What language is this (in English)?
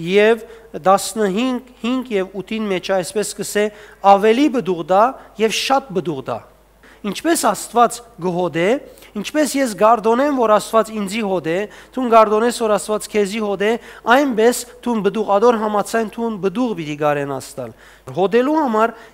Western Armenian